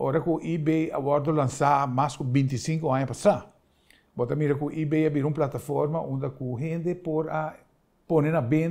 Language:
Papiamento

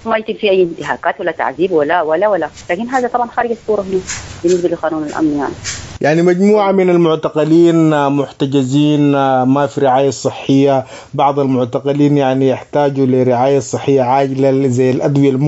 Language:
Sudanese Arabic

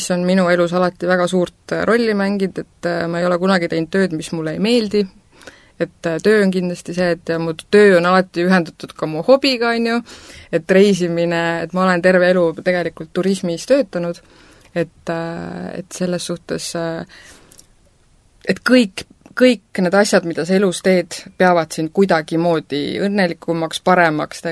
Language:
Estonian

